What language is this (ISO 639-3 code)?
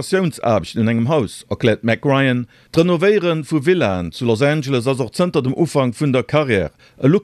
ltz